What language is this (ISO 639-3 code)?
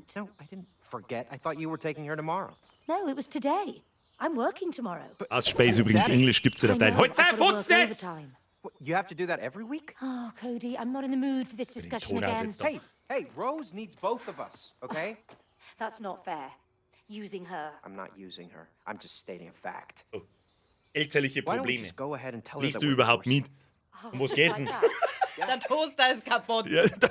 bar